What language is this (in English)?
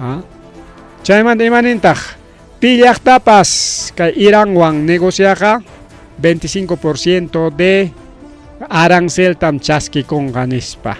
Ayacucho Quechua